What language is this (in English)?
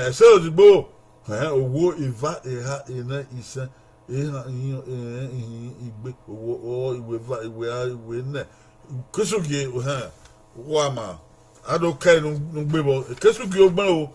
Bini